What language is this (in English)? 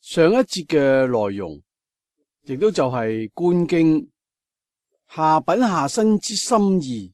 Cantonese